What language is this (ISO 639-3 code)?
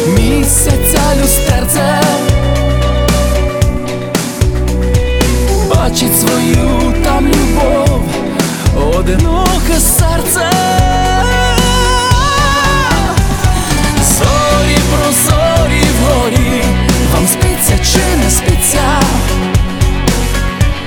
ukr